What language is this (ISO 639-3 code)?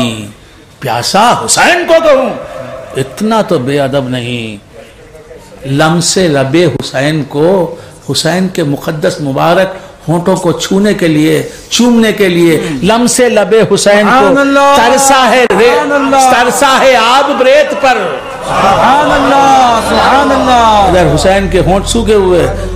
urd